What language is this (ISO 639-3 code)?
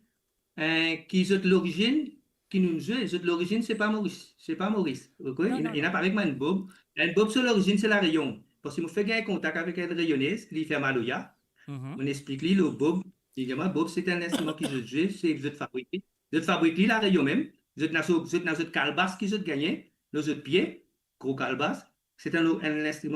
mfe